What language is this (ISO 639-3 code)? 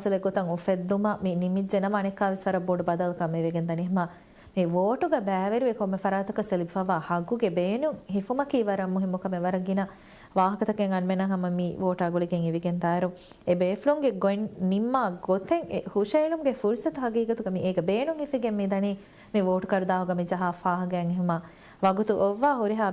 div